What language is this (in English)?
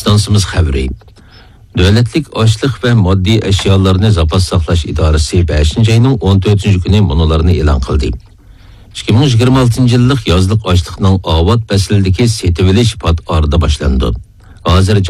Uyghur